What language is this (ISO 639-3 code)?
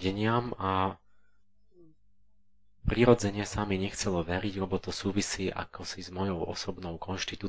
slk